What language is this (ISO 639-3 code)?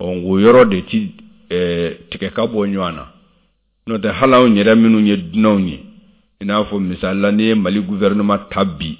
bam